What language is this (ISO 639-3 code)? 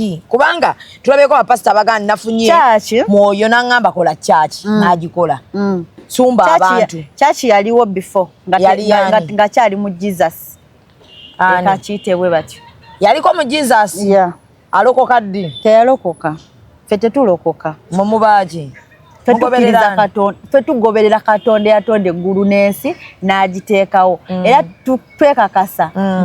lug